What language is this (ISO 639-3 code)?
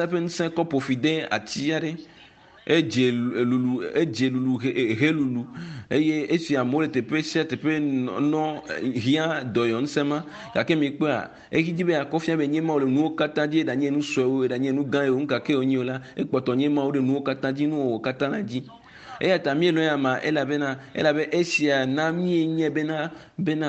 ewe